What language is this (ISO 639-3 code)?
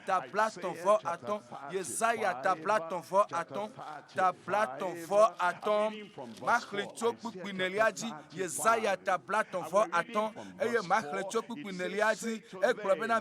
ewe